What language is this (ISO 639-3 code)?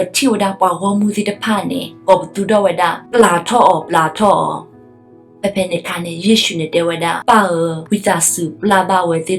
ksw